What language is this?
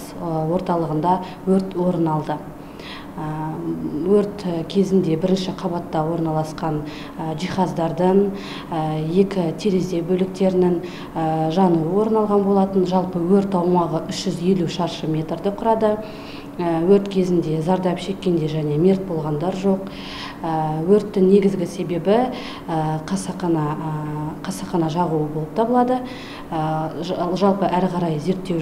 Kazakh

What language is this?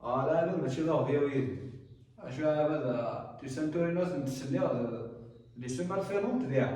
Kabyle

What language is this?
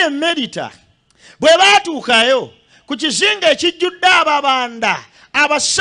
Ganda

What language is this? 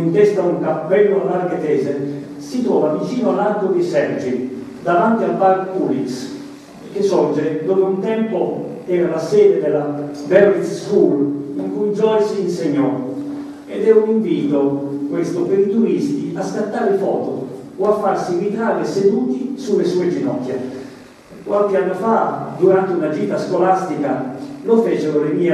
Italian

